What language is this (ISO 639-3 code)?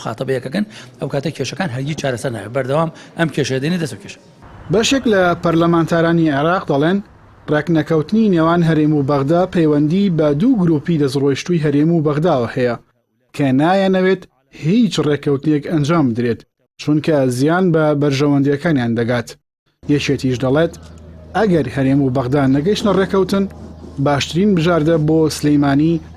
ckb